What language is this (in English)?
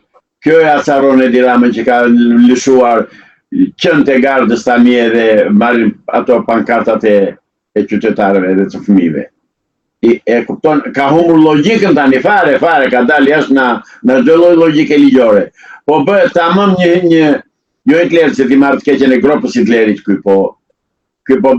Albanian